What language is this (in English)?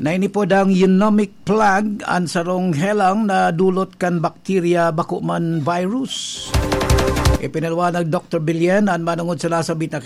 Bikol